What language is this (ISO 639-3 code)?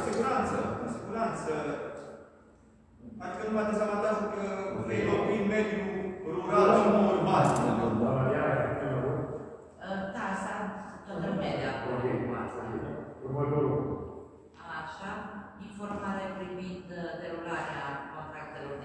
ron